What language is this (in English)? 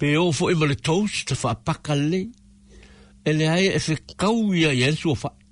Samoan